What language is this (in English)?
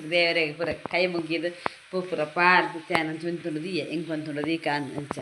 Tulu